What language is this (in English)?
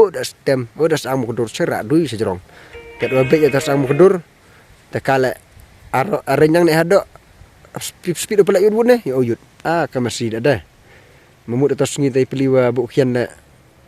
Pnar